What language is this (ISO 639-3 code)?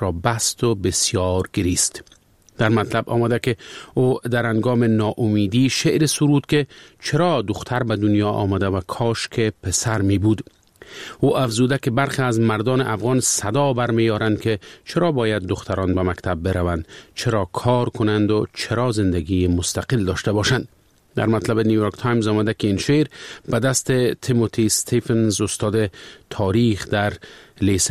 fas